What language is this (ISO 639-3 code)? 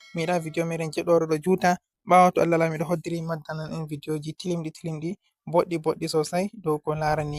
ful